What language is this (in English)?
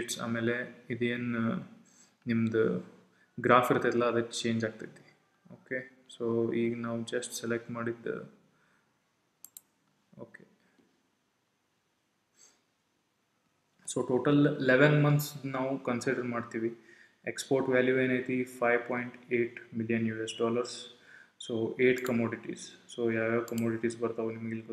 Kannada